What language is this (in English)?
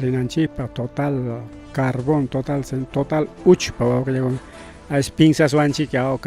Ayacucho Quechua